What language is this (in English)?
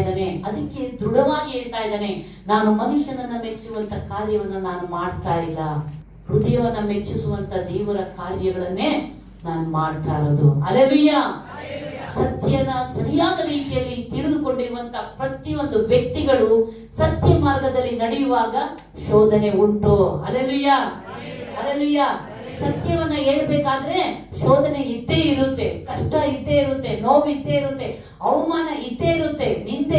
Kannada